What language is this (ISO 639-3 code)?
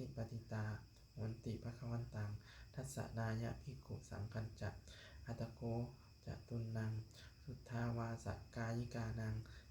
pli